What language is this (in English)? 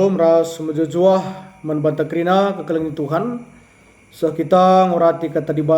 Batak Karo